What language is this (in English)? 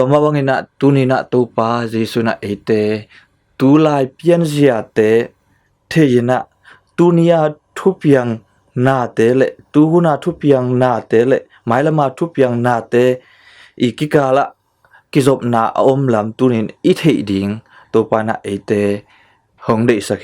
Tedim Chin